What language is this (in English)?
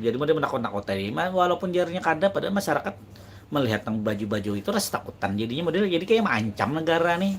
Banjar